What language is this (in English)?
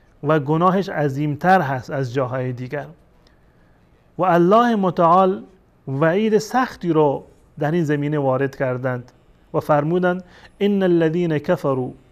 Persian